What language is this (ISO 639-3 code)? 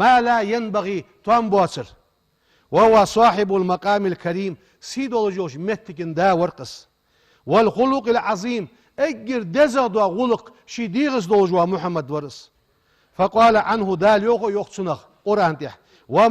inh